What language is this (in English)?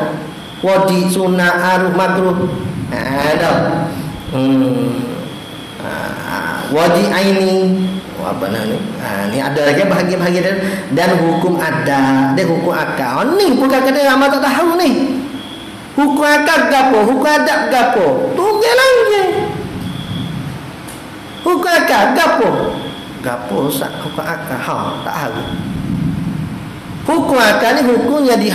Malay